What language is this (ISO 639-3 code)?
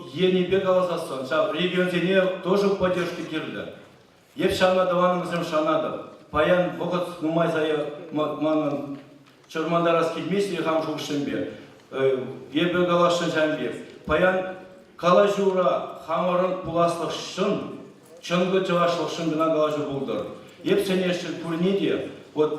chv